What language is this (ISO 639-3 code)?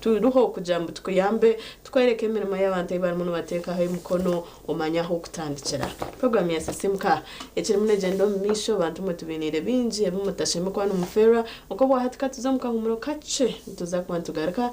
nyn